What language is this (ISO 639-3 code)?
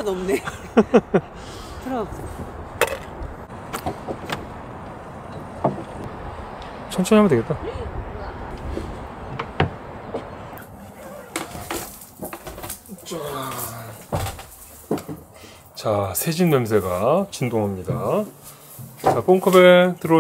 kor